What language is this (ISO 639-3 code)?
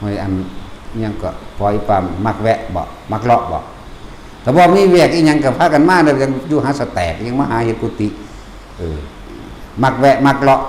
tts